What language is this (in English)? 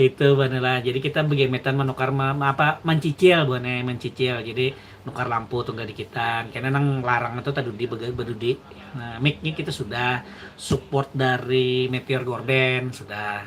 Banjar